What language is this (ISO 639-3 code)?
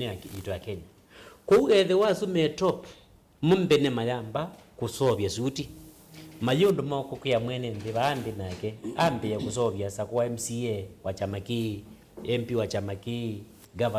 kam